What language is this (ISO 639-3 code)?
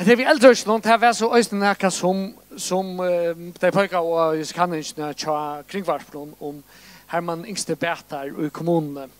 fao